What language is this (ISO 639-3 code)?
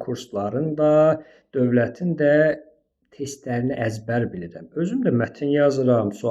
aze